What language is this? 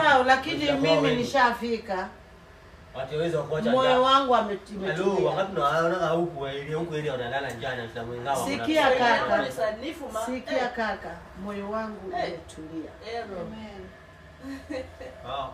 Swahili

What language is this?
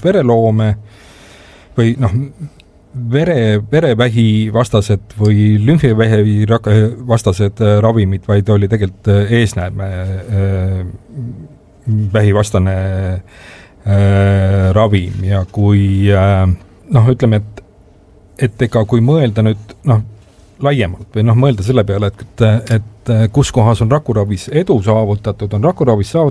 Estonian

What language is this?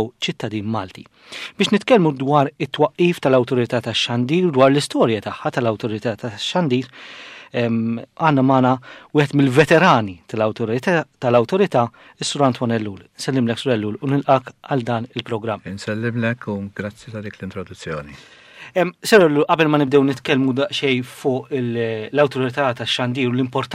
Maltese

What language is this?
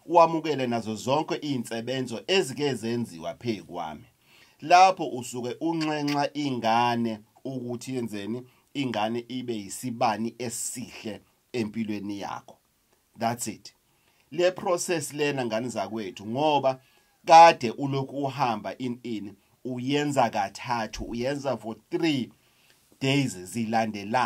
Zulu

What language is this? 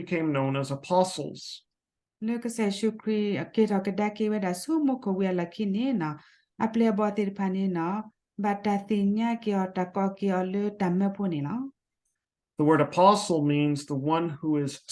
S'gaw Karen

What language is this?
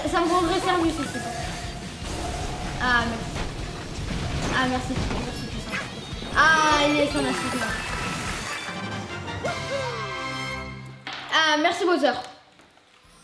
French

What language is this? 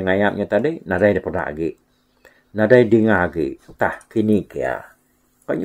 Iban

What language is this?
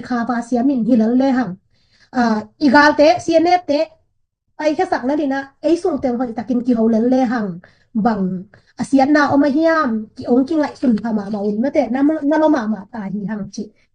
Tedim Chin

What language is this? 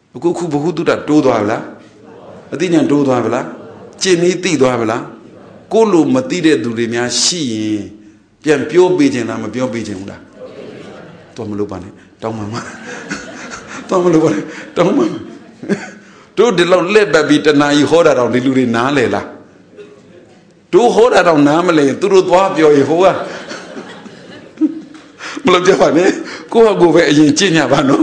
Burmese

